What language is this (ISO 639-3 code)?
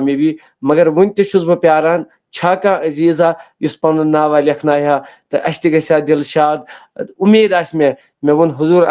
kas